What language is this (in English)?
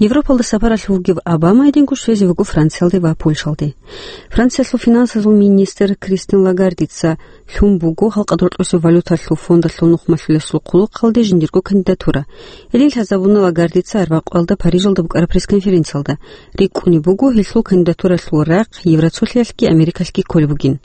Avaric